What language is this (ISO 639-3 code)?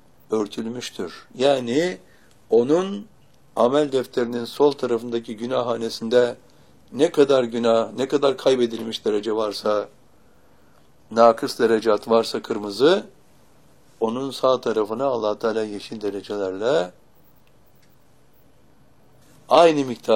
tur